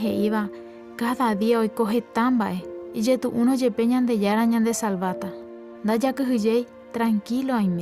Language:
Guarani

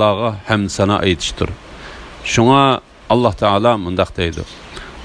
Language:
Uyghur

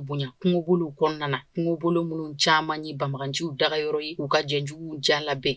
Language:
Bambara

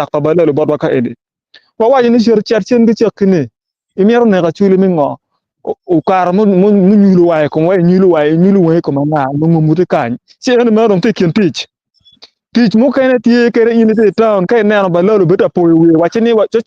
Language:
Acoli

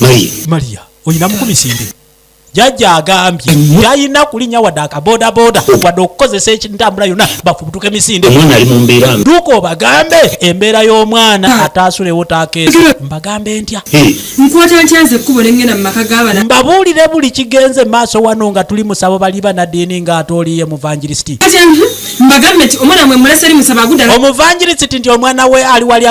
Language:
Ganda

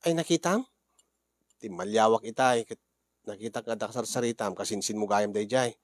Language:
Iloko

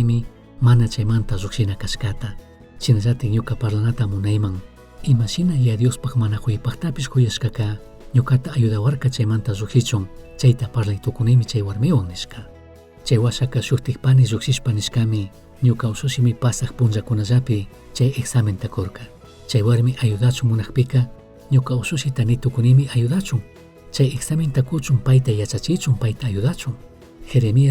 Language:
Chimborazo Highland Quichua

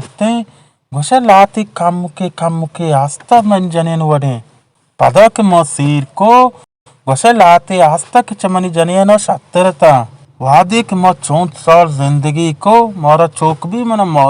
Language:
Baluchi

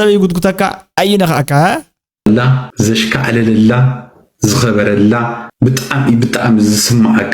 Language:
Tigrinya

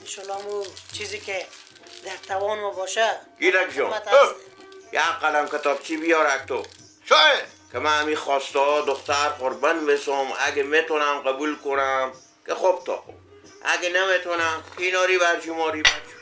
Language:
Persian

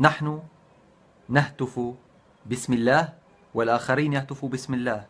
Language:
North Levantine Arabic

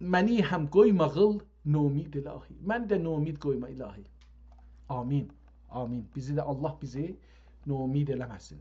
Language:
South Azerbaijani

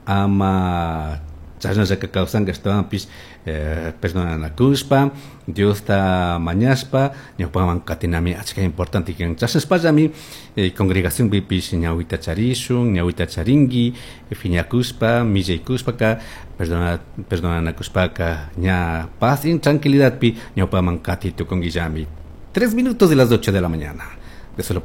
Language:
Chimborazo Highland Quichua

